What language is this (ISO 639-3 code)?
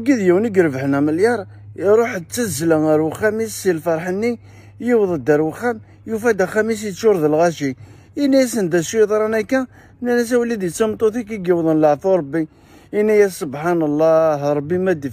kab